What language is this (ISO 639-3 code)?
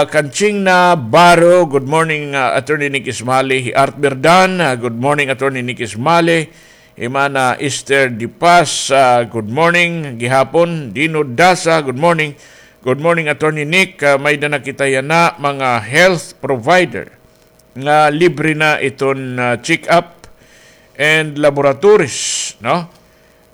war